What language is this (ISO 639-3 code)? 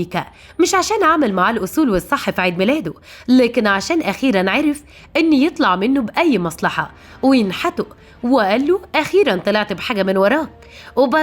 arz